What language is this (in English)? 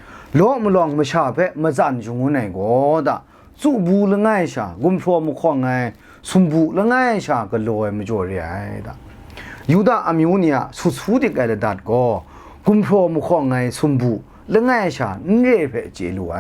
Kachin